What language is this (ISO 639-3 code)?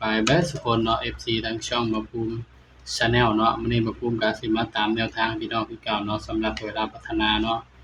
tts